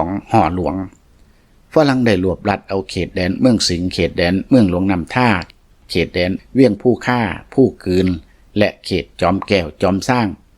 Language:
Lao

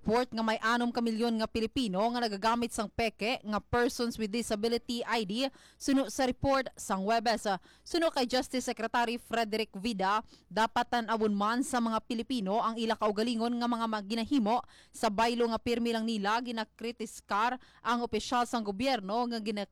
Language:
Hiligaynon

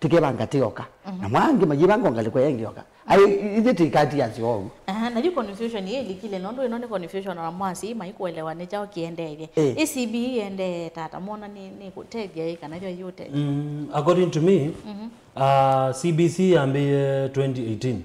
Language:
Kamba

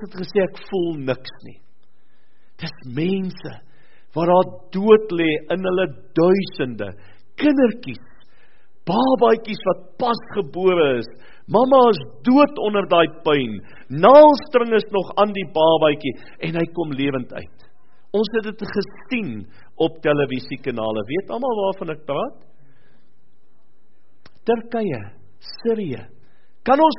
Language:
Afrikaans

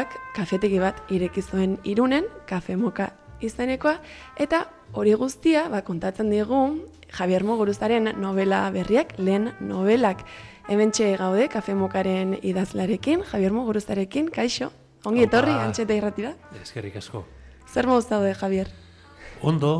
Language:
Basque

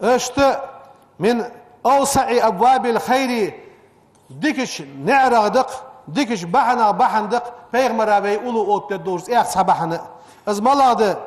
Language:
Ingush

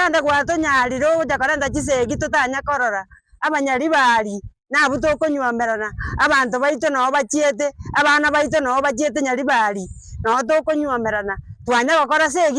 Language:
Gusii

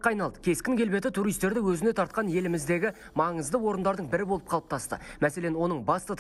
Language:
Kazakh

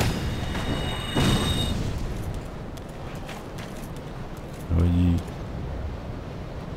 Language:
Czech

